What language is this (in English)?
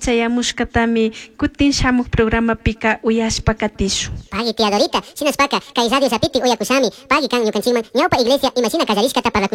Chimborazo Highland Quichua